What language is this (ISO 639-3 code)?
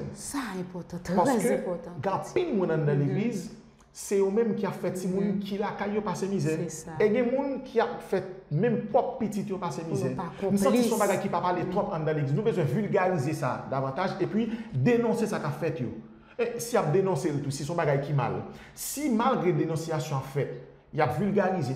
hat